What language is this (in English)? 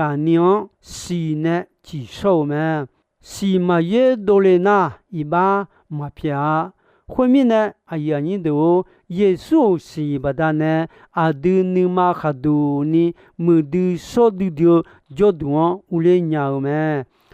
Akha